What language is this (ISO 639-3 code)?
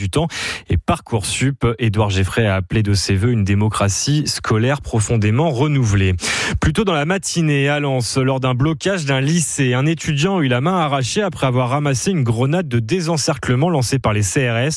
fra